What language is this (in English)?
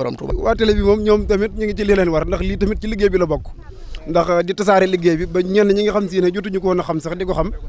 Wolof